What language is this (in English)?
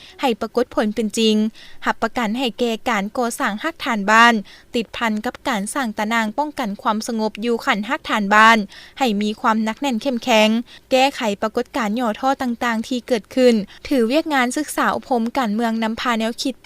Lao